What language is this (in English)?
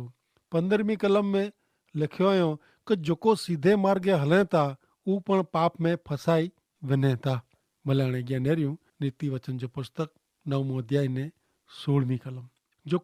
Kachhi